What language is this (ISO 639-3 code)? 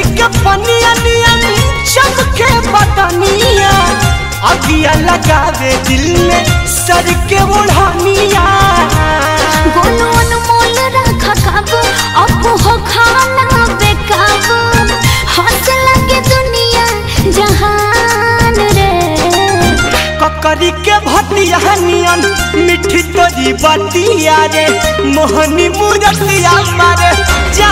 bho